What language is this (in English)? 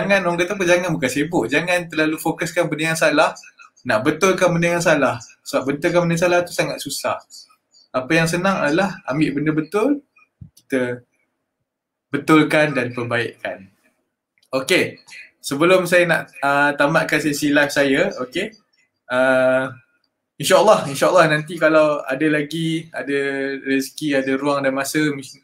Malay